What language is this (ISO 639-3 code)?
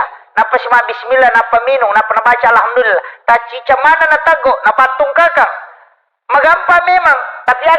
bug